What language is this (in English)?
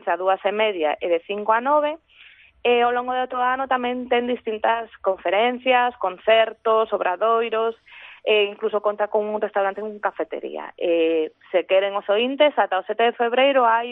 Galician